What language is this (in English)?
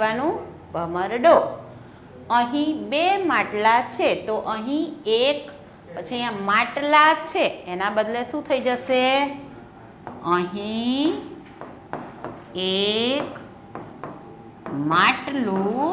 Gujarati